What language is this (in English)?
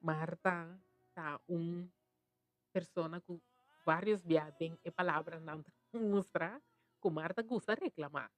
Papiamento